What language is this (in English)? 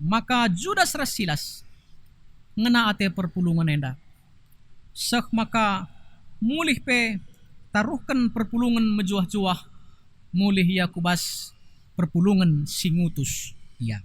Batak Karo